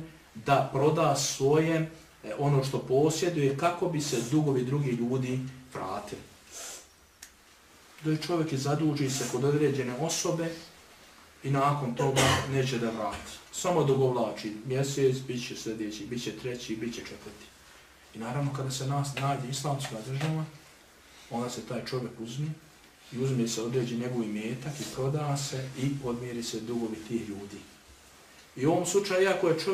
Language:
Bosnian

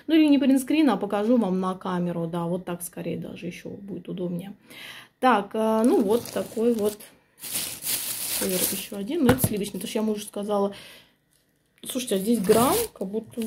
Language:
Russian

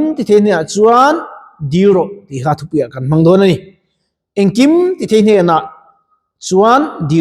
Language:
Mizo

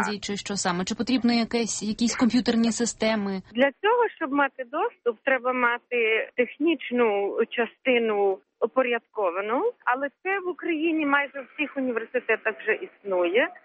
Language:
Ukrainian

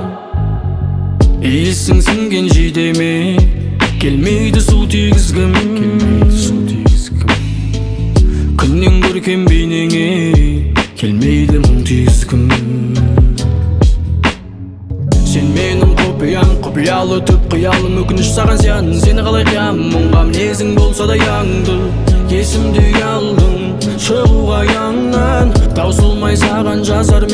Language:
Kazakh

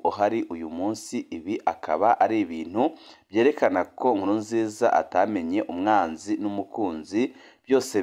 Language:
Rundi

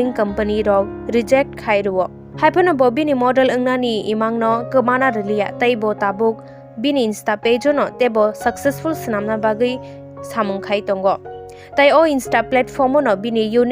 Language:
Kok Borok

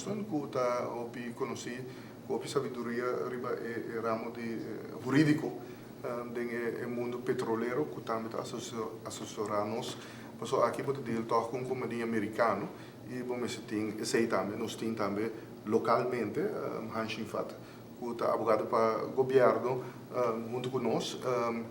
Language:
Papiamento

